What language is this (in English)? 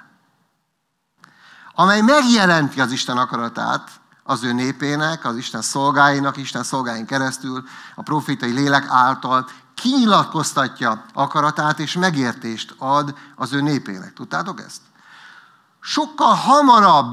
Hungarian